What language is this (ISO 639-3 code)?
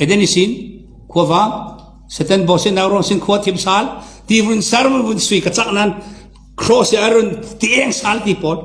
cfm